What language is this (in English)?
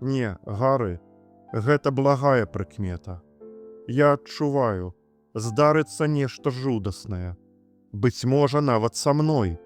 Belarusian